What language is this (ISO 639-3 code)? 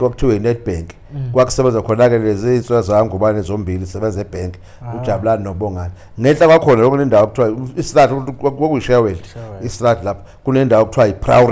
zul